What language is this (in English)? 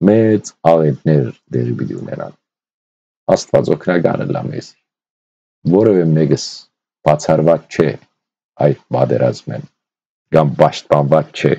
Western Armenian